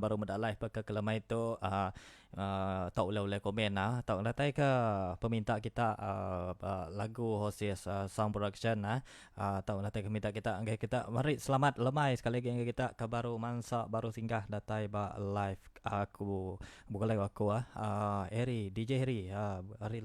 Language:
Iban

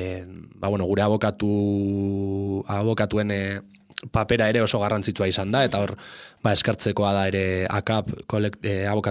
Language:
Basque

